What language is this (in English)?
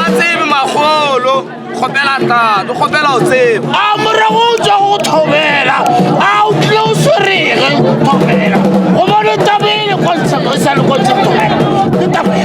Northern Sotho